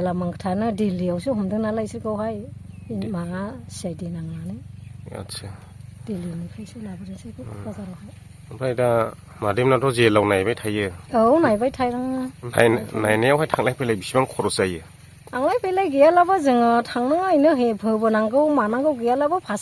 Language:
Bodo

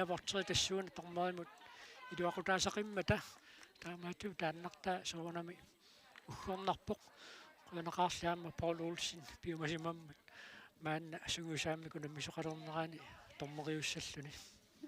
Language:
Kalaallisut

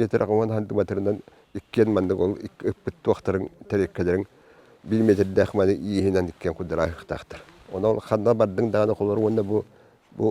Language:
Yakut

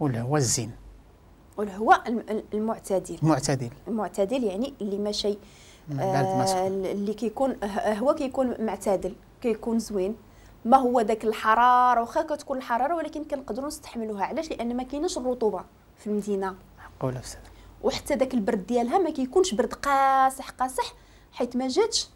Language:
Moroccan Arabic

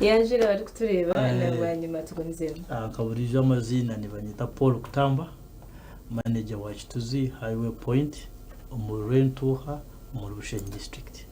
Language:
Nyankole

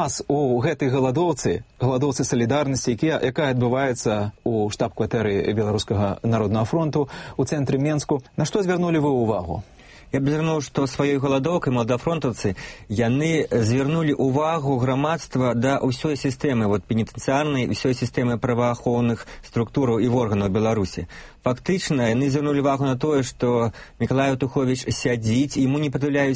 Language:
Belarusian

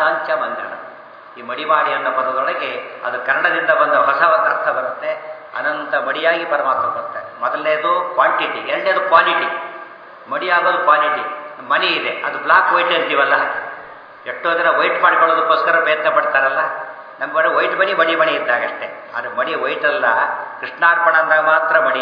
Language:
Kannada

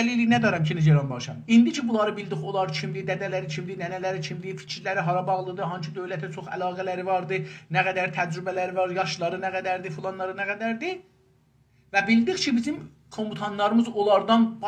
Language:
South Azerbaijani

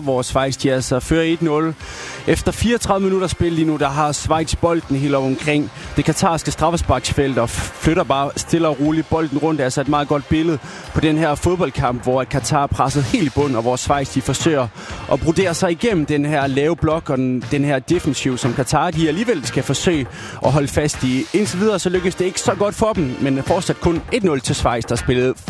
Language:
Danish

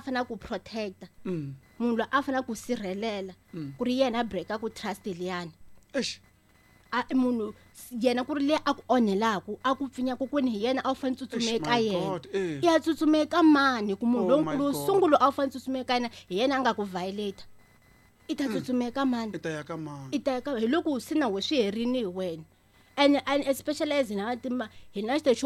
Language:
Tsonga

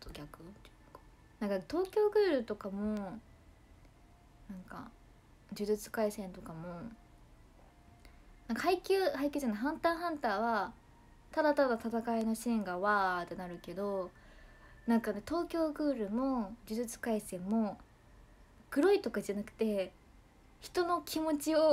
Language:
Japanese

